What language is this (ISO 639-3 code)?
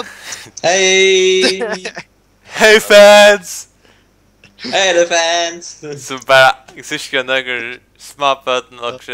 fao